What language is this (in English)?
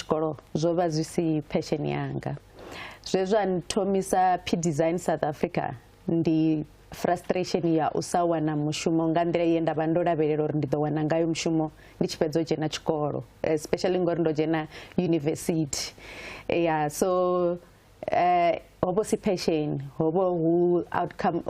Venda